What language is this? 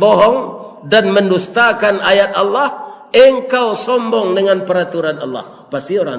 Minangkabau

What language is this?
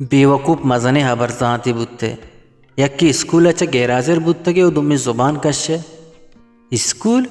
Eastern Balochi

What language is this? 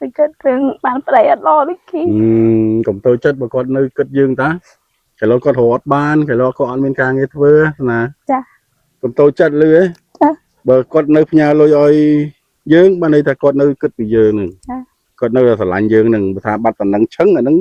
Khmer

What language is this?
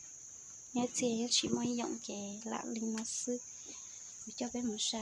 Hmong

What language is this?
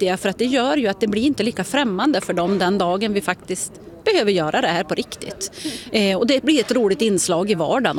Swedish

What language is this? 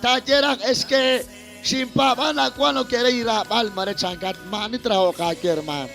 Kekchí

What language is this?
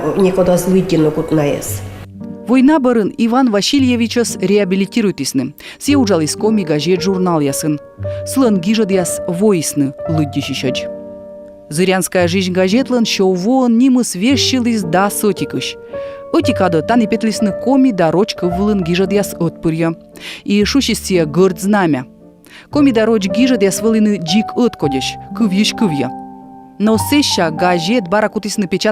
Komi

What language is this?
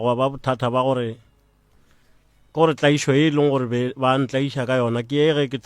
Northern Sotho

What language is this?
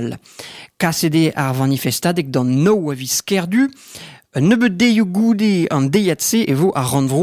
Breton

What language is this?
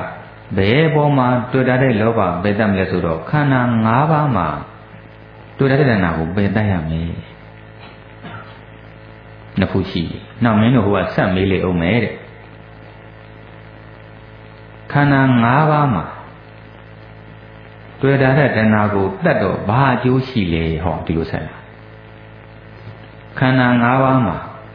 Burmese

